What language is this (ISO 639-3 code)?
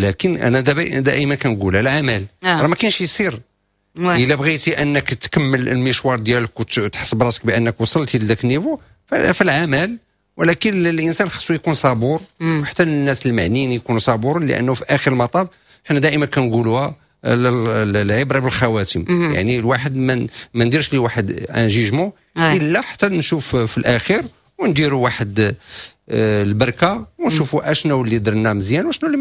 ary